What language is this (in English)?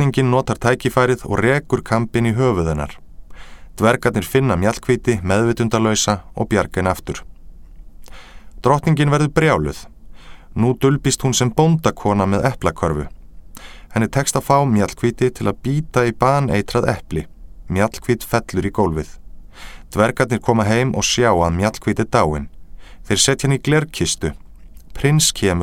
Icelandic